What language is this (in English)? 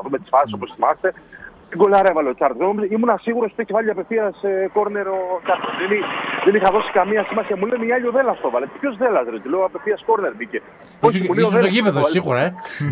Greek